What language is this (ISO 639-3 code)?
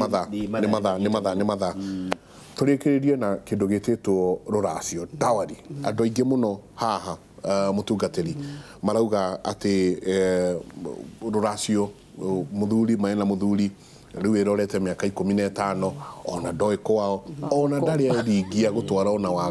kik